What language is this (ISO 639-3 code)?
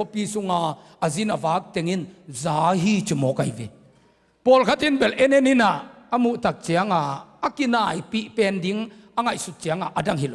ctd